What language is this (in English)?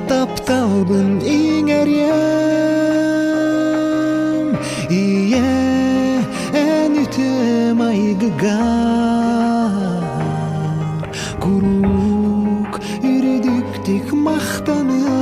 Yakut